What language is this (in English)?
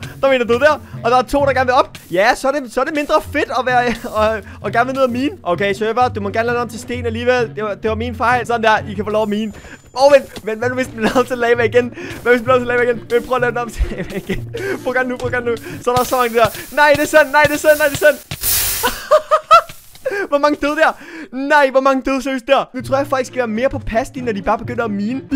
Danish